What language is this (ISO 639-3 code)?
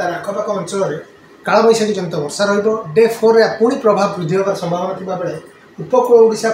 ori